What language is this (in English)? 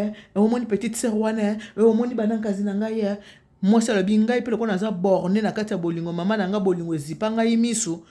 Lingala